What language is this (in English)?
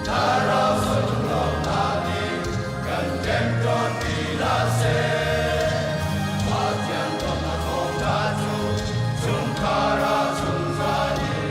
Hakha Chin